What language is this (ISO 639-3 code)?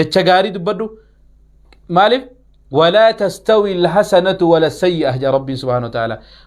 orm